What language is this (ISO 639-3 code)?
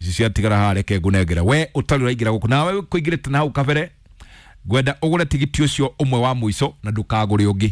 kik